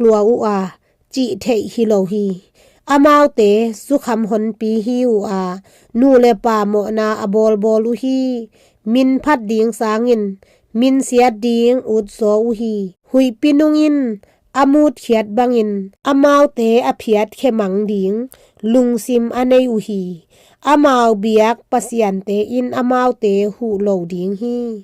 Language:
Tedim Chin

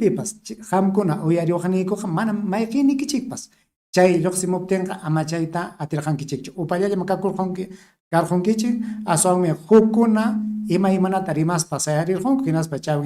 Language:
Ayacucho Quechua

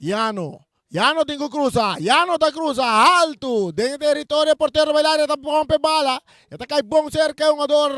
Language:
Papiamento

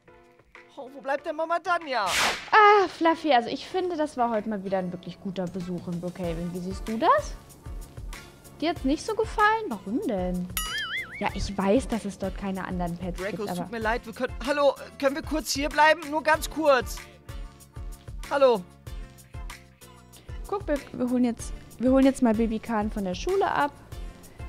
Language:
German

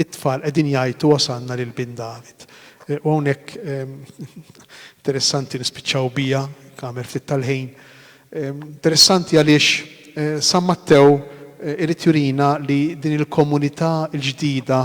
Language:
Maltese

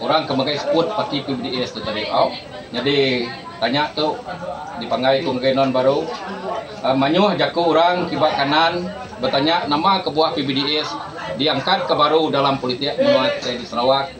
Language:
Iban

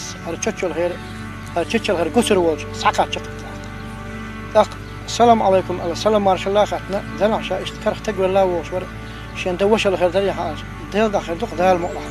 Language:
Chechen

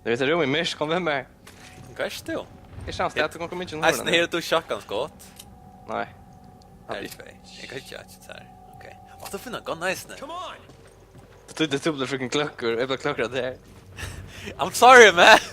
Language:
Faroese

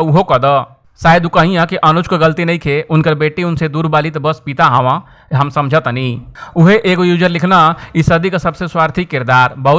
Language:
Bhojpuri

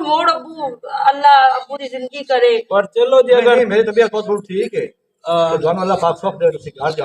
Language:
Western Panjabi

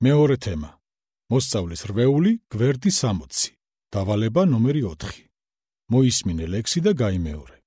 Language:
Georgian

